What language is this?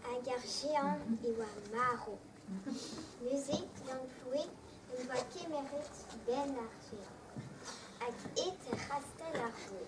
Breton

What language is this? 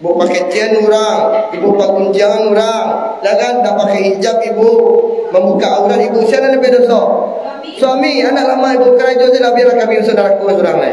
Minangkabau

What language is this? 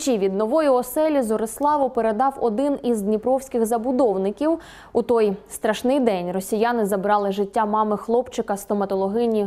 Ukrainian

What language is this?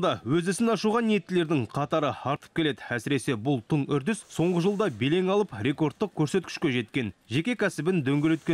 Kazakh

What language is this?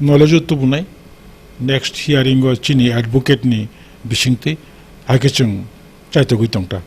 Kok Borok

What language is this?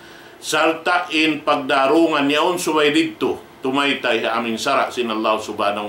Tausug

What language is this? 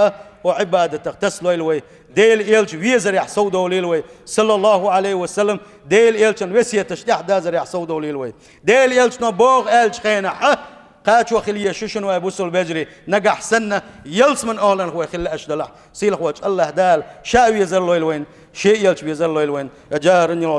Chechen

